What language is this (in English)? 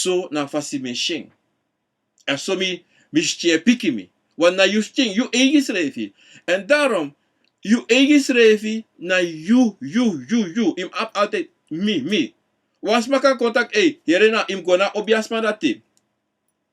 Sranan Tongo